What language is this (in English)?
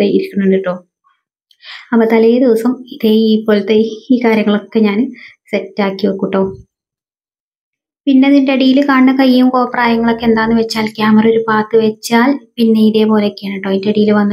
Malayalam